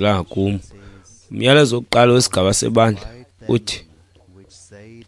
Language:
Xhosa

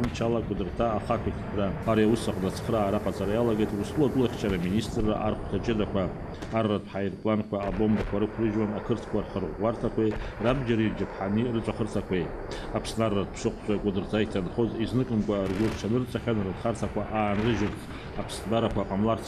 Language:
Abkhazian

